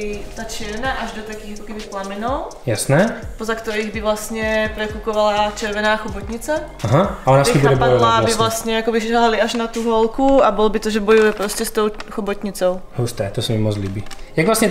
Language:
Czech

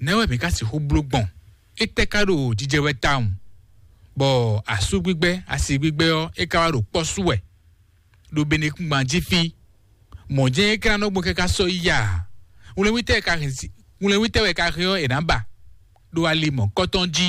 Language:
Fon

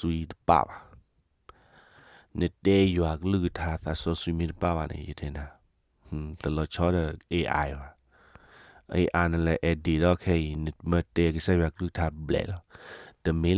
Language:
S'gaw Karen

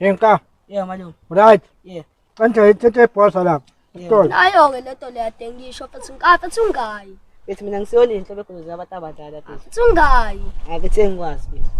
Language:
Zulu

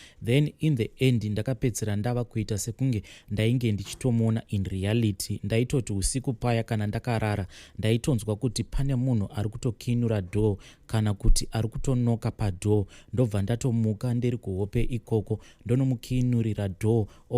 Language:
Shona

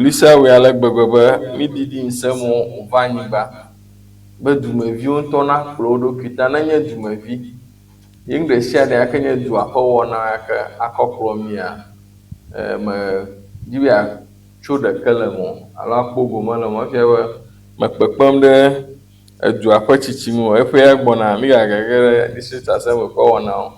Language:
Ewe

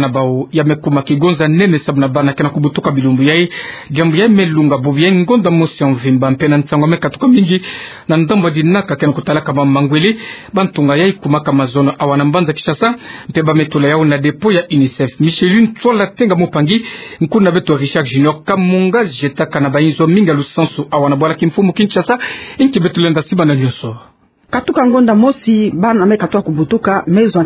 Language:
Kituba (Democratic Republic of Congo)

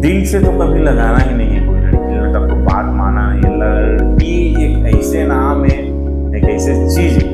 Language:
Chhattisgarhi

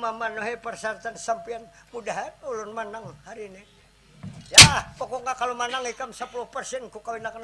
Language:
Banjar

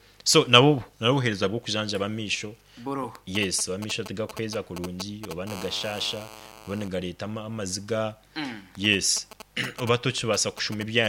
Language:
Nyankole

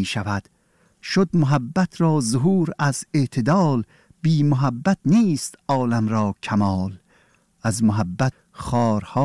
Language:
Persian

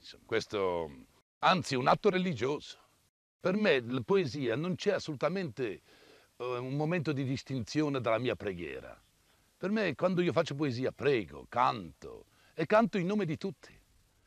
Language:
Italian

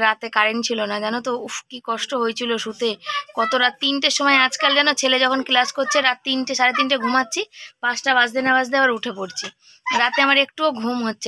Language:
Bangla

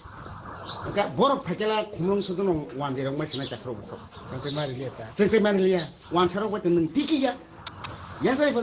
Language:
Kok Borok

